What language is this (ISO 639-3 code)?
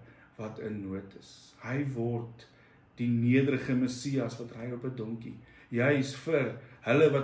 afr